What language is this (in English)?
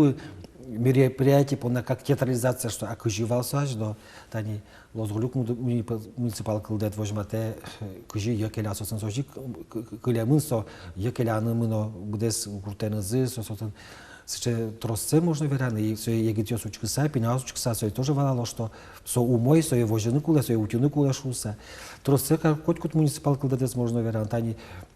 Udmurt